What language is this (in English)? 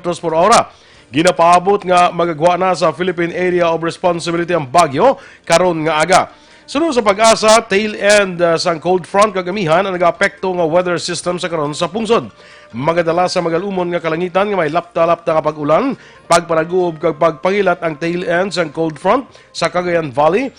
Hiligaynon